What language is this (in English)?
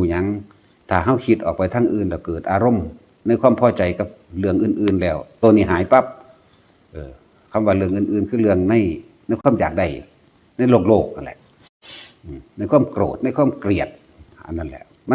Northeastern Thai